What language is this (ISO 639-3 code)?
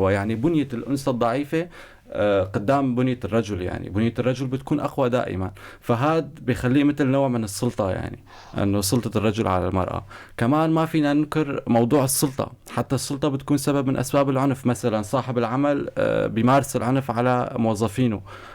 apc